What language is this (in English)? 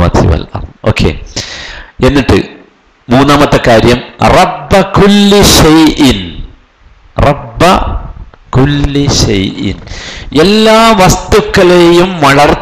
Malayalam